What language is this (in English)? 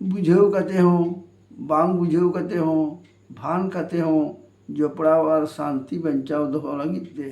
Santali